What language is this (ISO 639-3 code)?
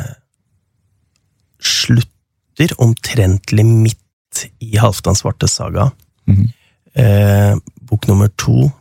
nor